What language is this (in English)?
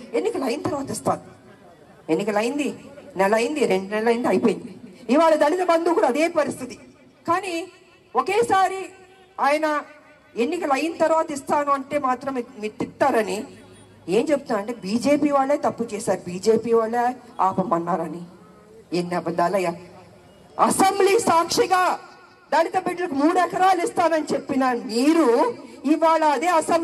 Telugu